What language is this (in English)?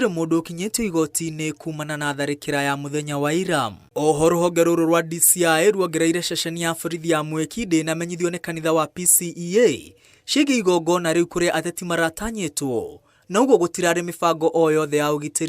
Kikuyu